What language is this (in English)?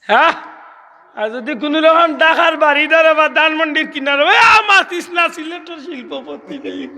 Sylheti